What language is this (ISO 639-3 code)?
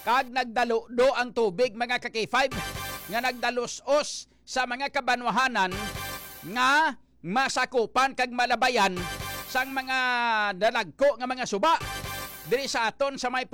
hil